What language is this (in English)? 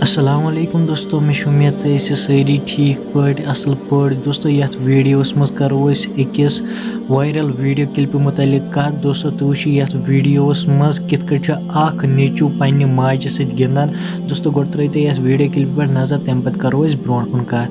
Kashmiri